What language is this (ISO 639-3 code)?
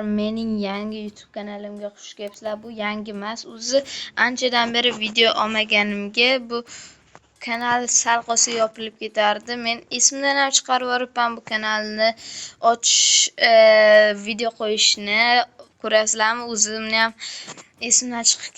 uzb